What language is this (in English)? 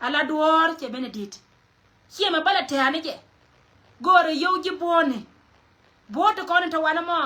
Nuer